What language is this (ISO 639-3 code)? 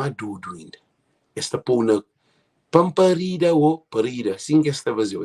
kea